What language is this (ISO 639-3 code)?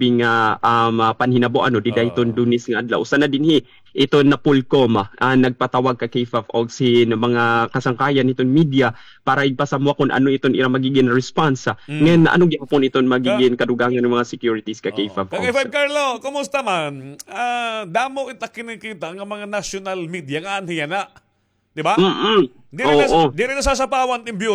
war